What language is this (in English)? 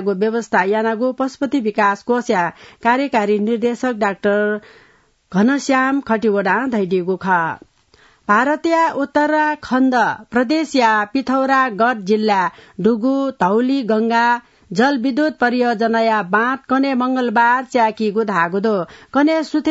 Newari